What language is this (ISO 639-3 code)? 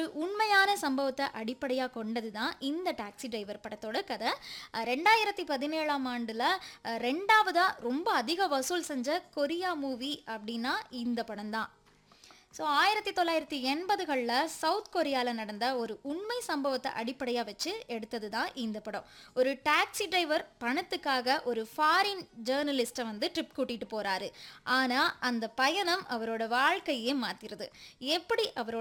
tam